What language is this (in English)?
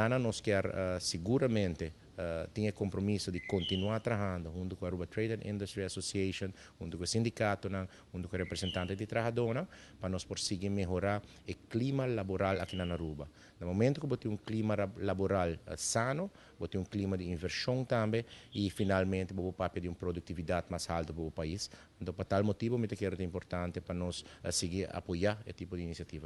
Papiamento